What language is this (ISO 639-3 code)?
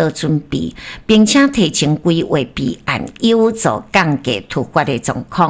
nan